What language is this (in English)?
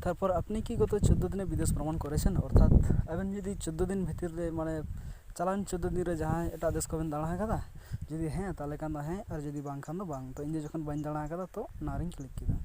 Santali